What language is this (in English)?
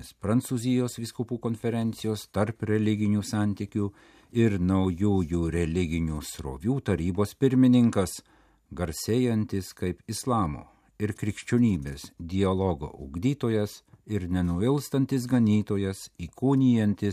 Lithuanian